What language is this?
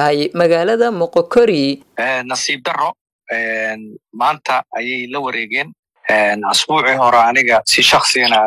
Somali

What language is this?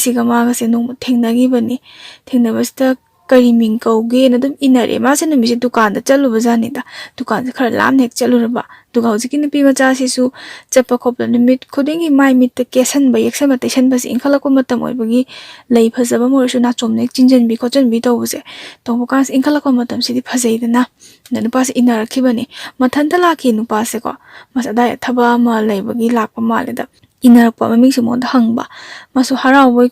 Manipuri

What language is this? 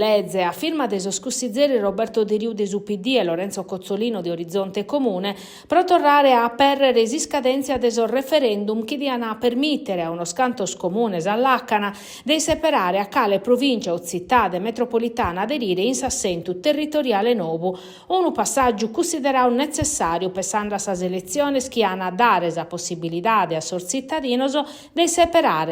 Sardinian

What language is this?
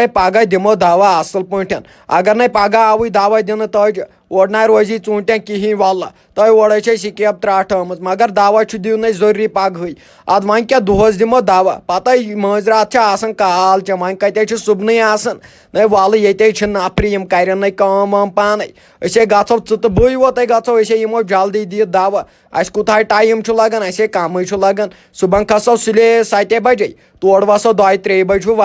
Kashmiri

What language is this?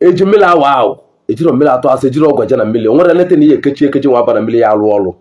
Igbo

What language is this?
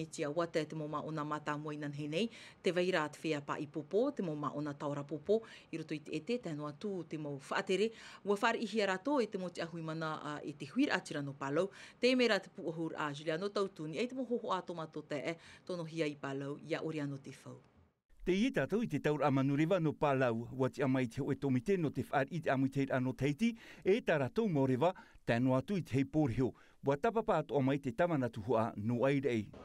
Tahitian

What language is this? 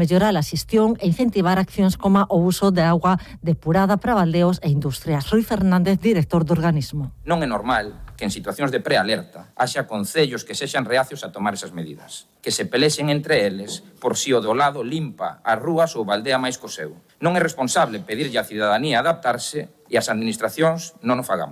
Galician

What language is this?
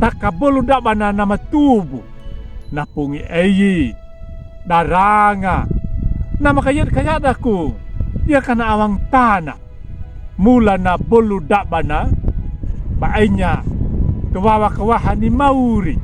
Anakalangu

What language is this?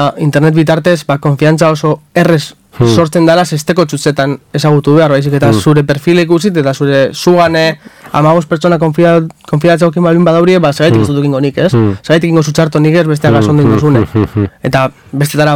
Basque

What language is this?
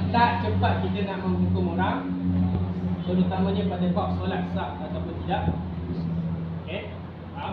Malay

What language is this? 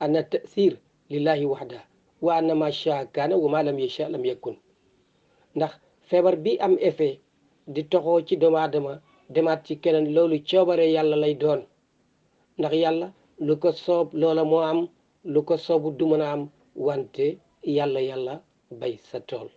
Wolof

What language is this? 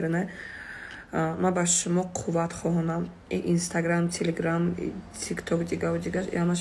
Tajik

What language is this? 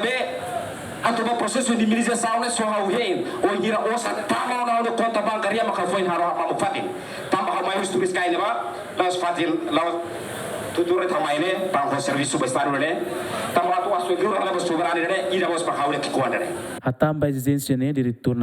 Tetum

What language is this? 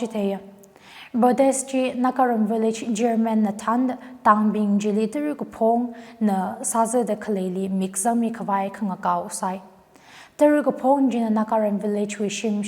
Tangkhul Naga (India)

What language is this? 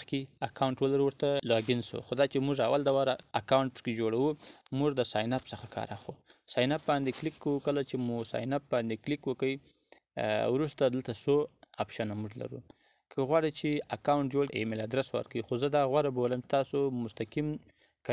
Pashto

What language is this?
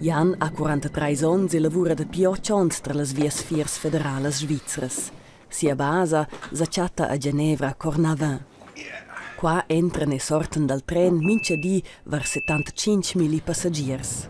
Romansh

